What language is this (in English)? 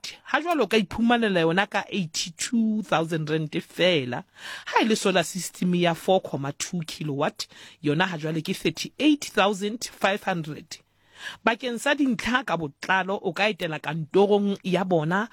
Southern Sotho